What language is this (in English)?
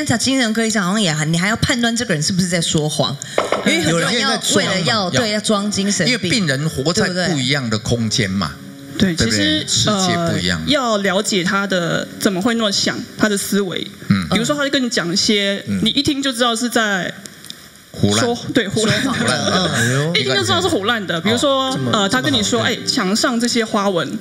Chinese